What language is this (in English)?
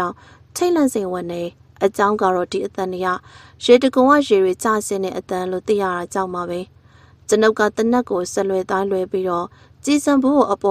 Burmese